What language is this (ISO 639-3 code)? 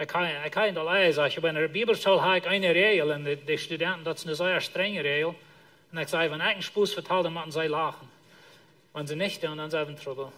pdt